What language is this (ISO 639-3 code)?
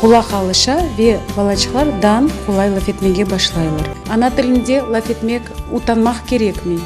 crh